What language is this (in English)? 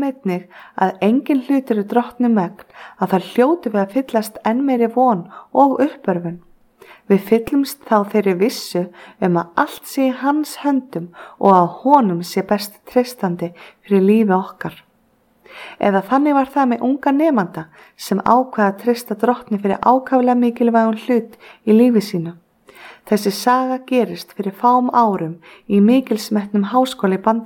Icelandic